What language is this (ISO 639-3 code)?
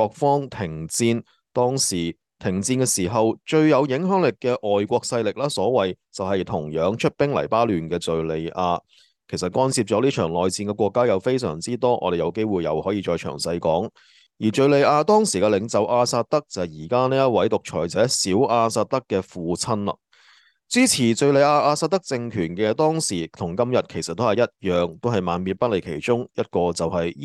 yue